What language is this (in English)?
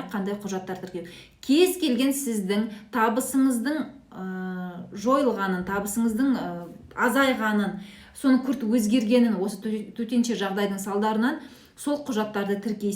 Kazakh